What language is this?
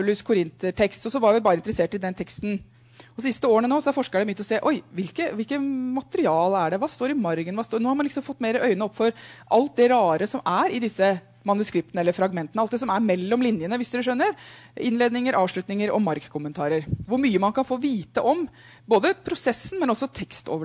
Norwegian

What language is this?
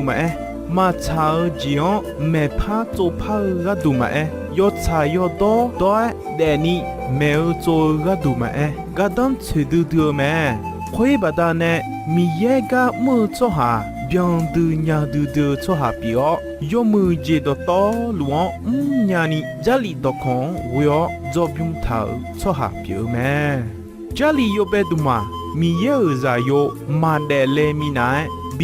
Akha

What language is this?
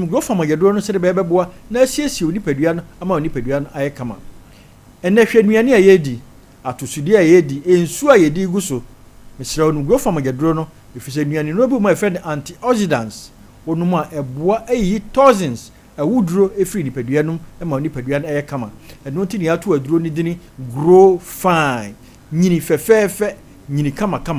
Akan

